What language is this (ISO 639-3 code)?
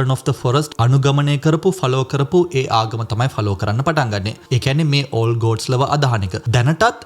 sin